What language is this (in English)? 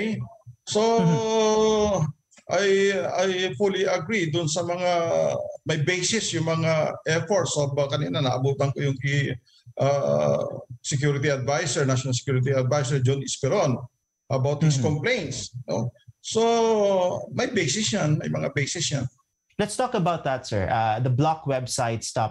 Filipino